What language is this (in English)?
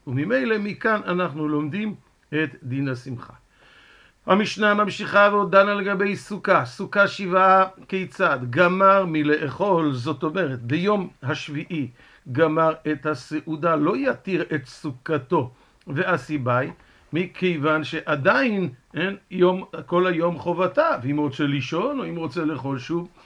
Hebrew